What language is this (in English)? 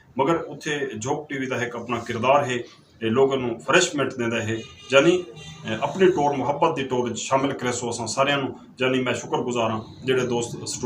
Saraiki